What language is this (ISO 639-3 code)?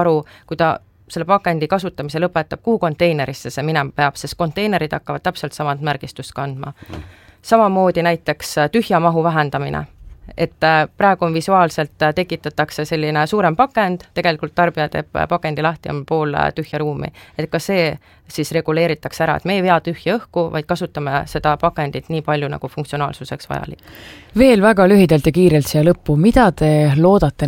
est